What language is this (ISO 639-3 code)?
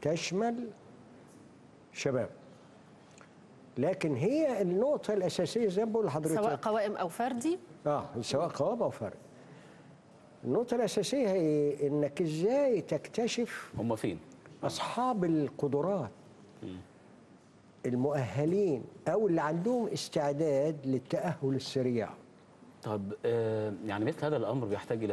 arz